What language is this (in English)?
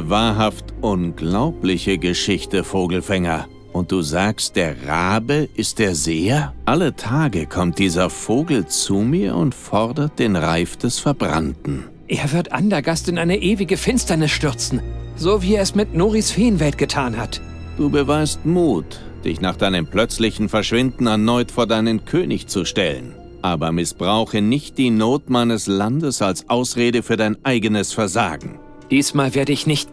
Bavarian